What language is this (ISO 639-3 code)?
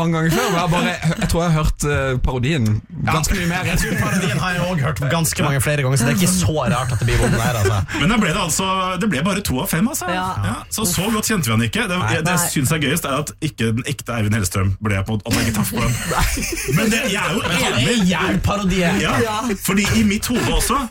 nor